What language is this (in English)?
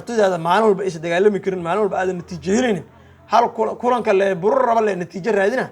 Somali